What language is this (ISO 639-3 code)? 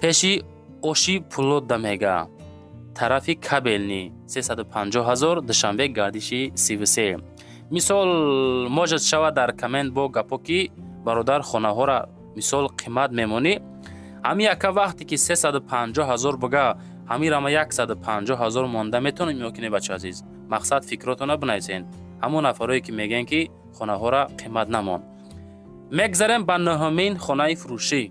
tgk